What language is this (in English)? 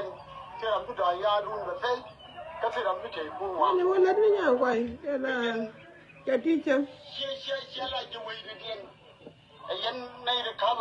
Nuer